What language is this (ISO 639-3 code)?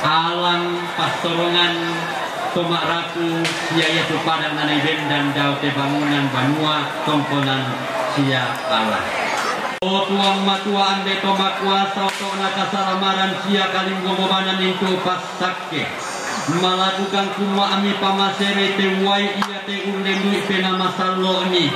sda